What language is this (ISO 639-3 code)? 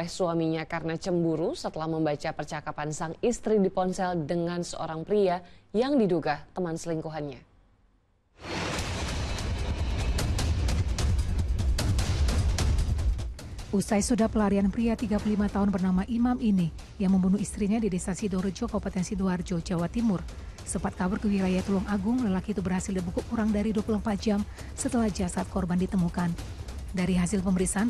ind